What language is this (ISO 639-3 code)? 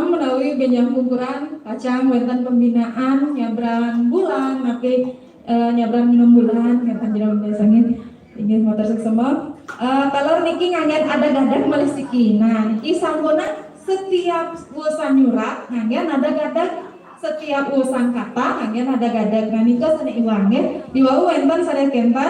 ban